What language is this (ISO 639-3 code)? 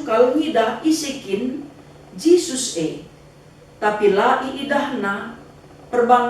btx